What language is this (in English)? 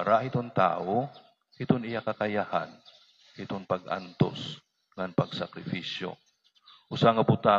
Waray